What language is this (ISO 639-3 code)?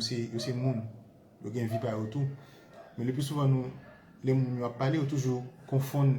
hat